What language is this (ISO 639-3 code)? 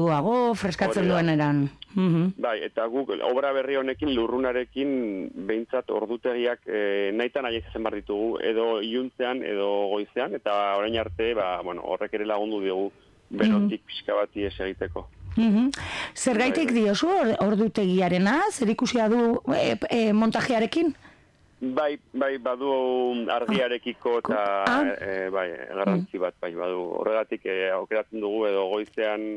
eus